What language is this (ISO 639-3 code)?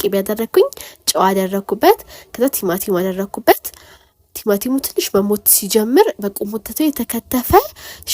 amh